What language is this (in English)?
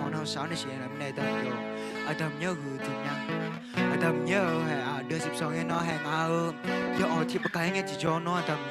Akha